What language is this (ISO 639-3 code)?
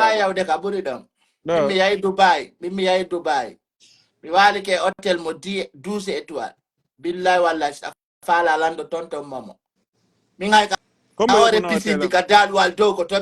fuf